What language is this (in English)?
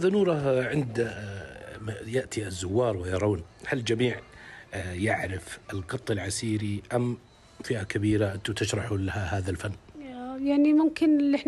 Najdi Arabic